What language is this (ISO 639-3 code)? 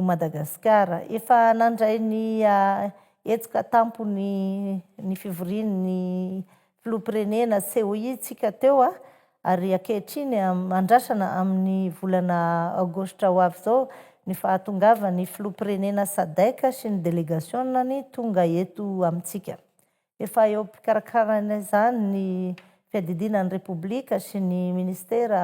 mlg